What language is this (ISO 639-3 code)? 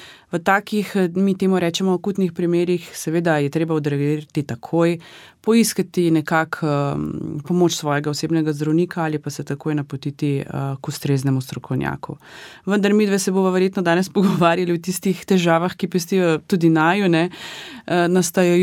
slv